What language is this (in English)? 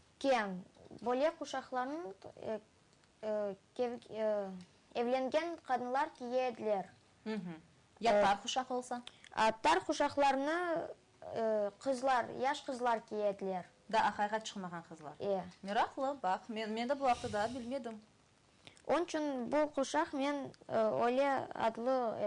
Crimean Tatar